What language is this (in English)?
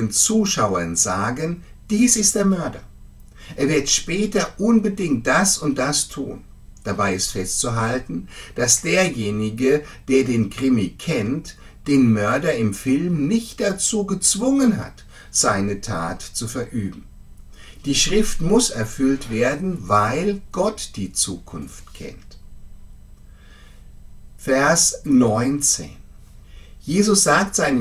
German